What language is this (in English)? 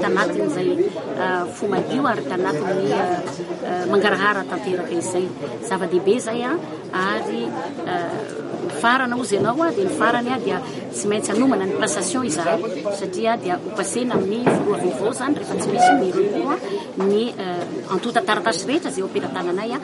Malagasy